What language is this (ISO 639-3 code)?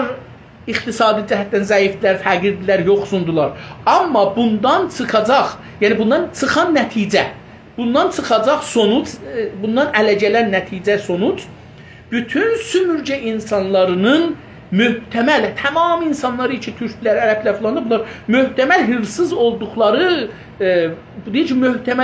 azb